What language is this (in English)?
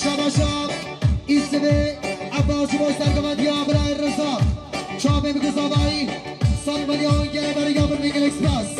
Kurdish